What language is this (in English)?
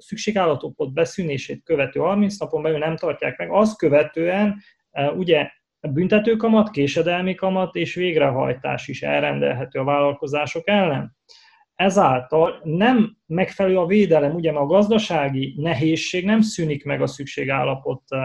Hungarian